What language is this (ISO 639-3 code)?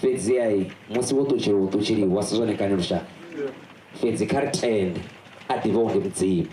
ven